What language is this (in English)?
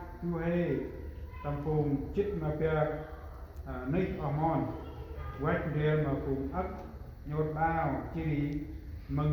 Central Mnong